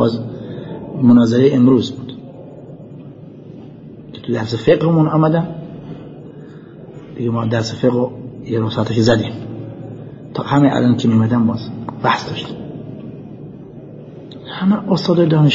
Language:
Persian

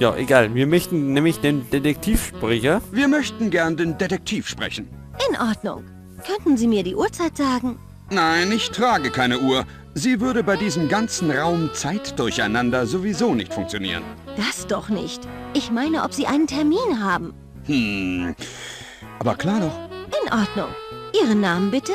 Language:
Bavarian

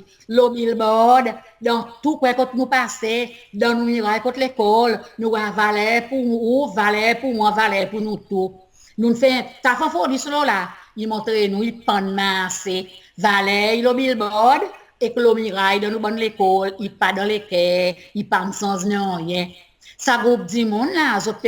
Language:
Seselwa Creole French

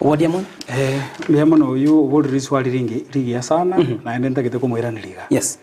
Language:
Gusii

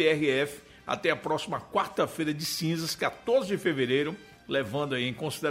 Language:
Portuguese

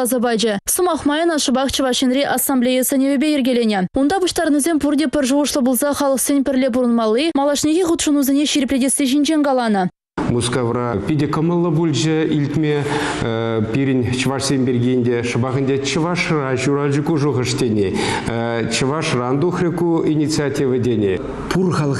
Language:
Chuvash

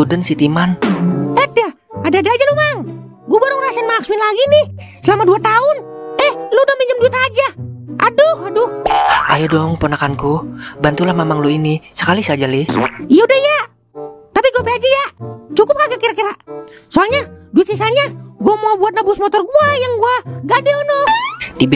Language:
Betawi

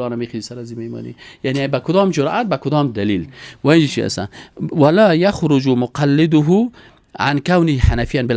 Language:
Persian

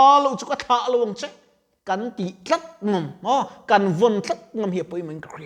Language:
Mizo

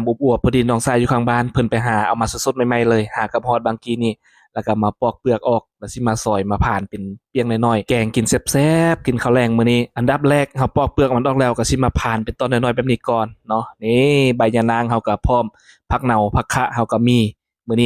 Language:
Lao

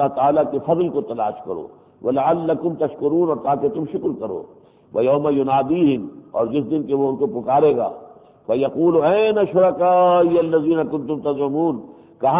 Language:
Urdu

